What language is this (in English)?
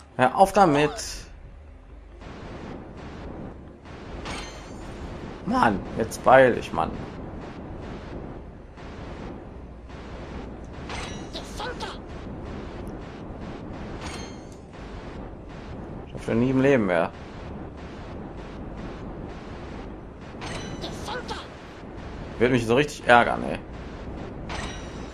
German